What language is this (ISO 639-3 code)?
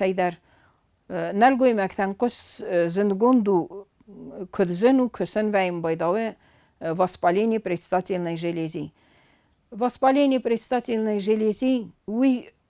oss